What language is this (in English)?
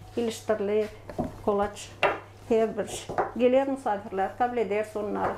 Gagauz